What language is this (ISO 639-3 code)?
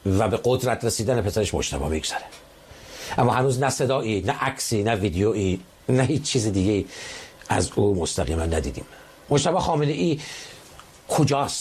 fas